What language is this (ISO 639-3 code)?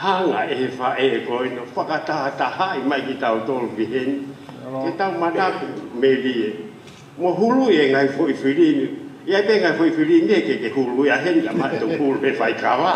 ton